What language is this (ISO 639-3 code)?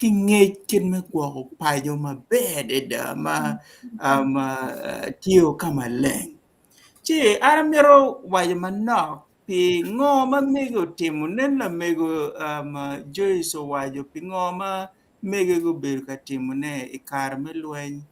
ach